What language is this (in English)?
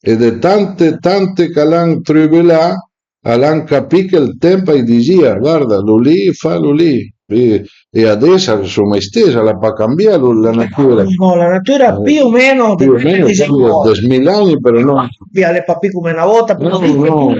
Piedmontese